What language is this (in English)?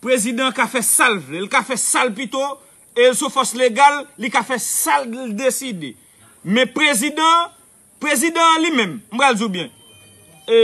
Haitian Creole